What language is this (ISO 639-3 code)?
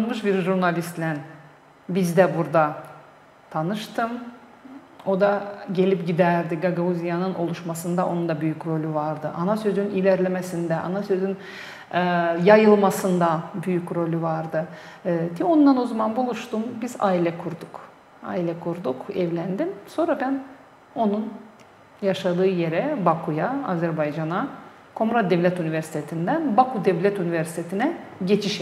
gag